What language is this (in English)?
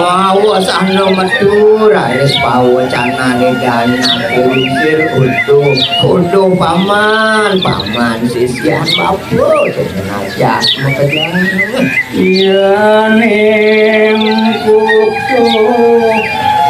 Balinese